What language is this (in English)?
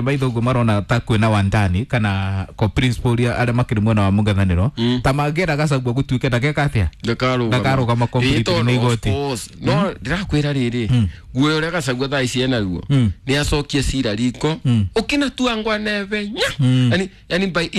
Kikuyu